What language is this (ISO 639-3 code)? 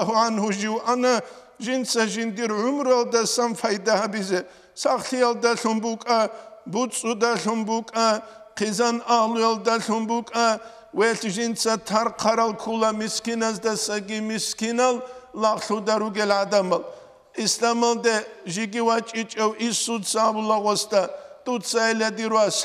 ava